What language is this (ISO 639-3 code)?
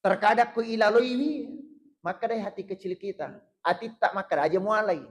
bug